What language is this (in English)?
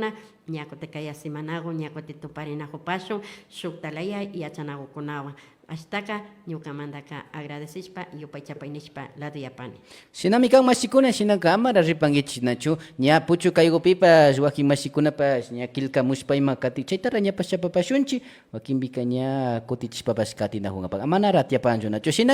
Imbabura Highland Quichua